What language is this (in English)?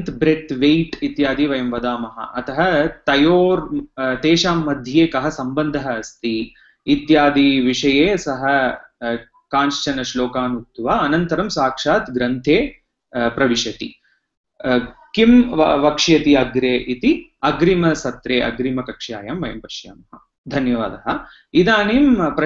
Sanskrit